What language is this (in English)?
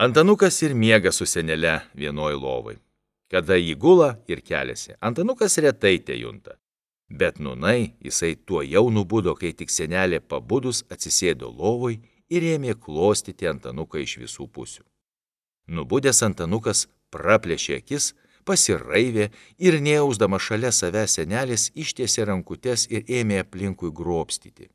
Lithuanian